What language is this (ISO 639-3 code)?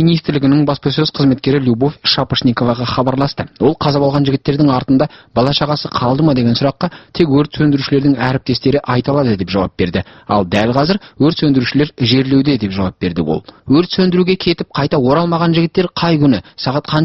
kaz